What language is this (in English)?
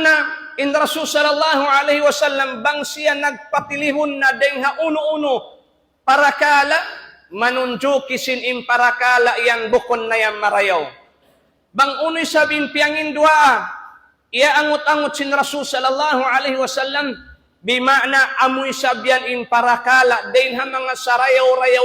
Tausug